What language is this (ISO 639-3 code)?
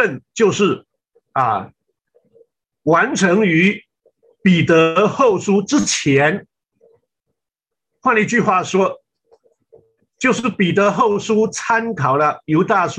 zho